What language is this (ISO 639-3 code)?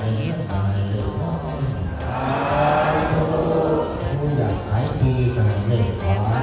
lao